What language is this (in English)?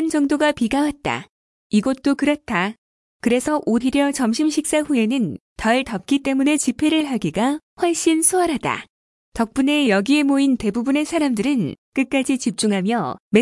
Korean